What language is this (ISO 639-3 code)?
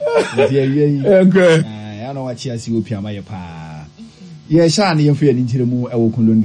aka